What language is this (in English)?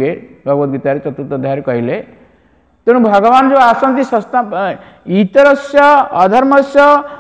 Odia